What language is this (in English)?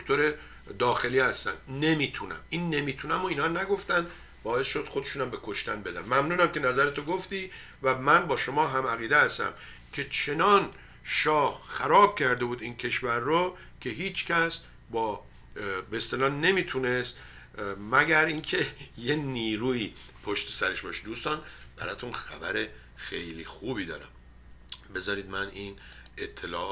Persian